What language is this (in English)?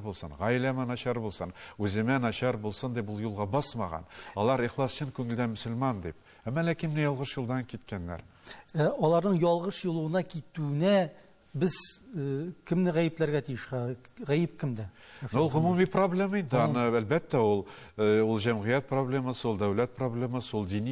Tatar